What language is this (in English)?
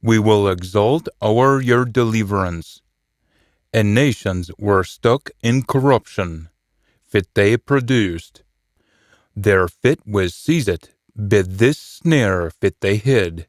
Scots